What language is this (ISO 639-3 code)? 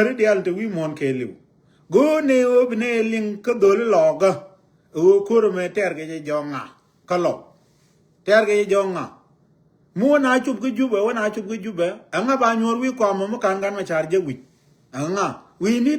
nus